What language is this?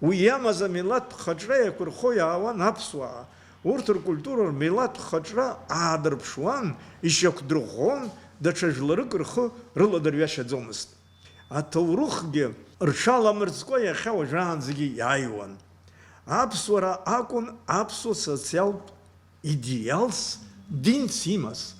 Abkhazian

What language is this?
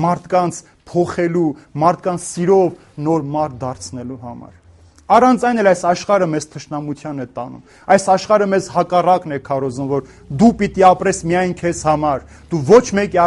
Armenian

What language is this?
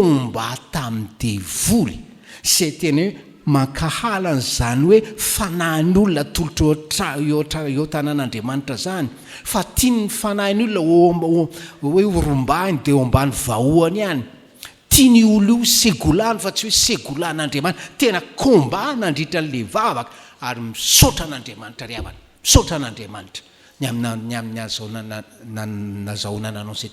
Malagasy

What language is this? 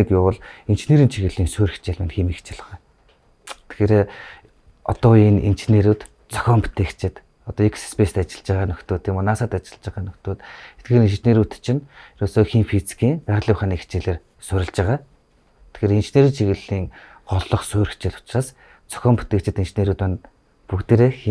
Mongolian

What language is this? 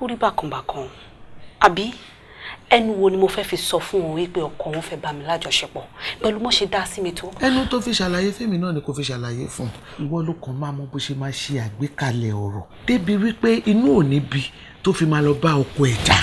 Yoruba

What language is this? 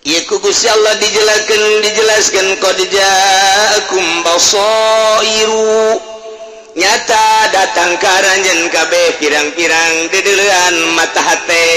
Sundanese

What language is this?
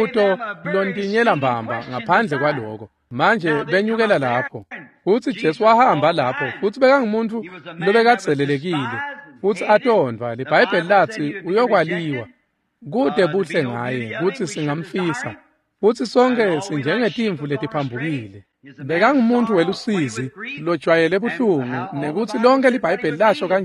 Swati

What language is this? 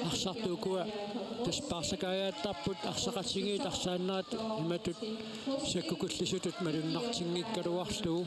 Kalaallisut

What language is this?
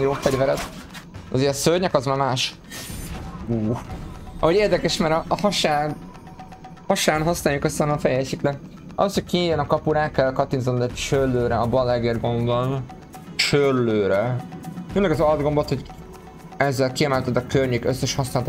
Hungarian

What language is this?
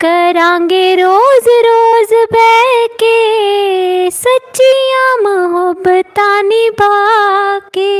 Dogri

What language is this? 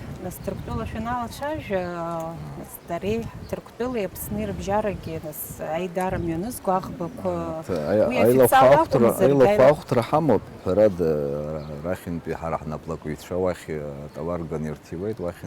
Abkhazian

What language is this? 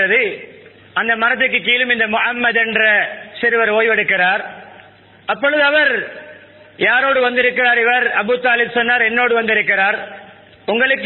Tamil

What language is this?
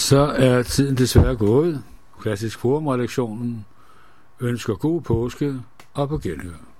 Danish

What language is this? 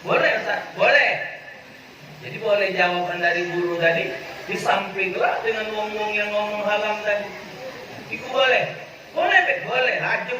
Musi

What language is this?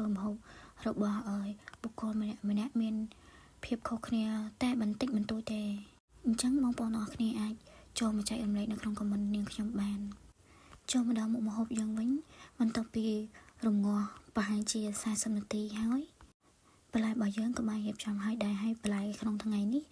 Khmer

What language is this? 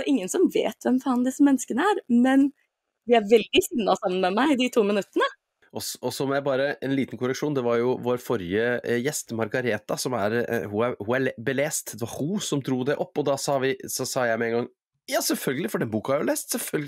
Norwegian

